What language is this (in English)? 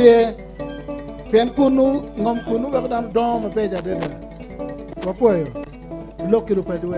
Acoli